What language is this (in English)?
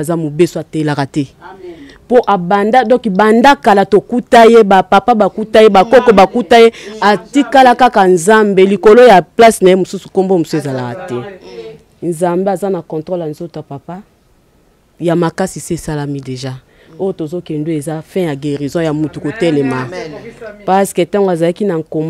Lingala